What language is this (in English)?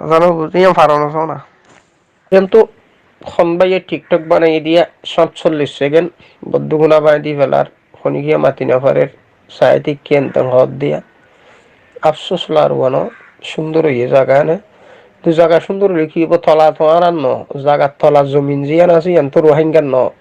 Rohingya